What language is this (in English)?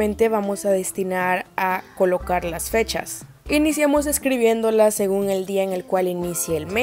Spanish